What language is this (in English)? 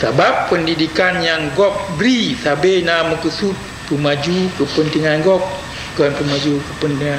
Achinese